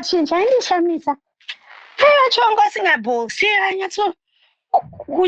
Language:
Shona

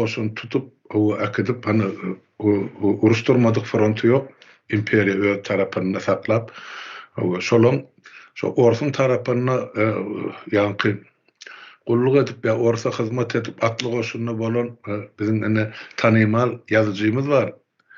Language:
Turkmen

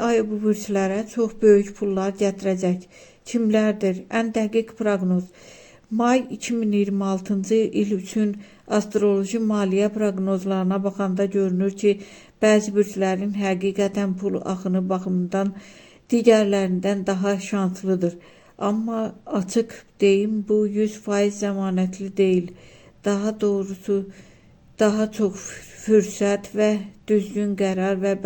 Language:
Azerbaijani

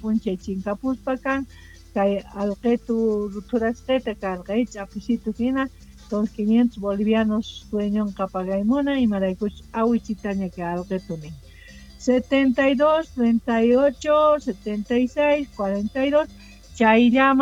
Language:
South Bolivian Quechua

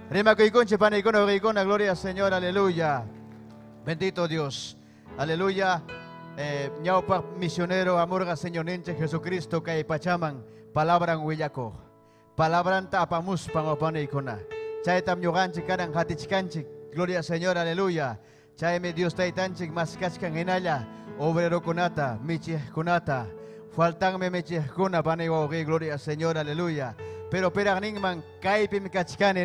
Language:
Ayacucho Quechua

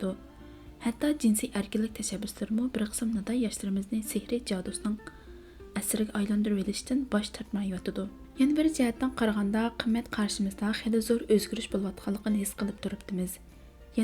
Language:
Uyghur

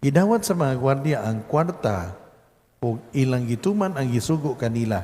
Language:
Cebuano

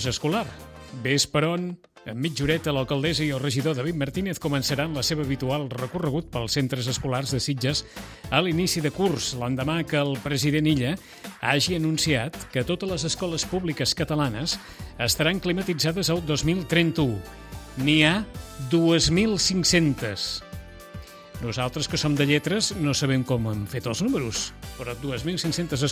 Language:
Catalan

